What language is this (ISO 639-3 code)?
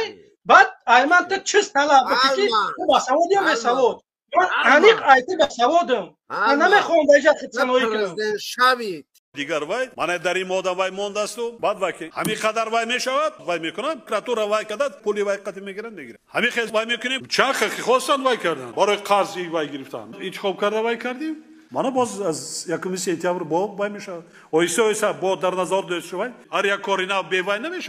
tgk